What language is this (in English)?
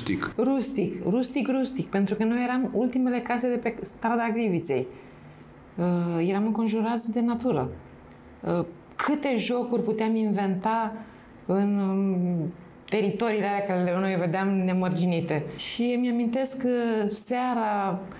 Romanian